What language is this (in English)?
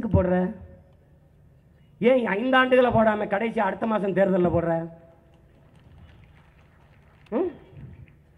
Tamil